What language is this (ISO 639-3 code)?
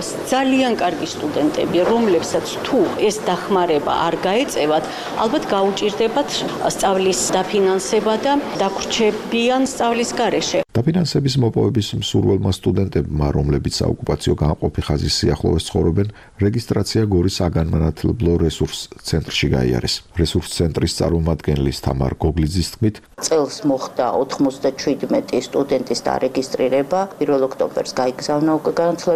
kat